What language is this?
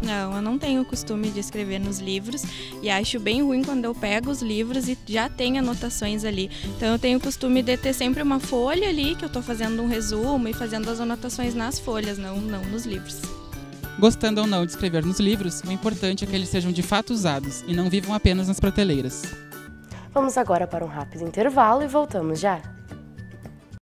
Portuguese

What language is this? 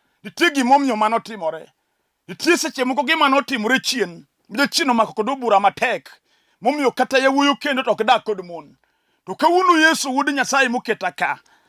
Luo (Kenya and Tanzania)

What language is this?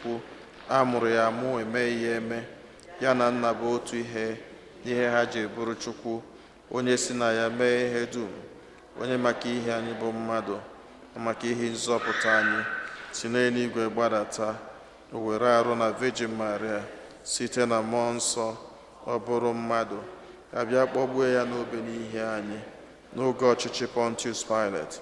Igbo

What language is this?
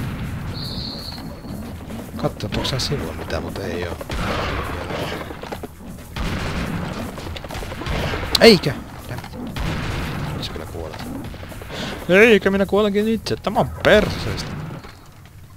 Finnish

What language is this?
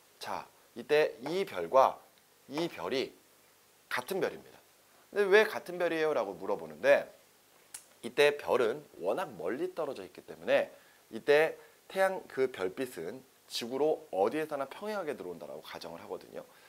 Korean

